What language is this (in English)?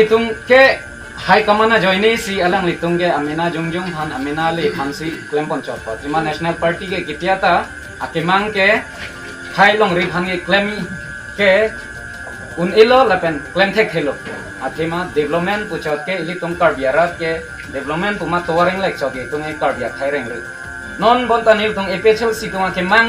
Karbi